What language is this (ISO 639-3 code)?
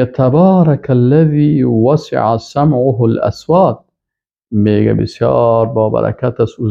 fas